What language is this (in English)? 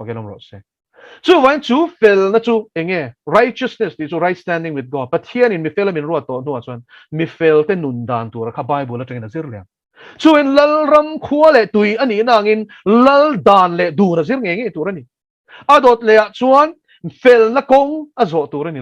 Mizo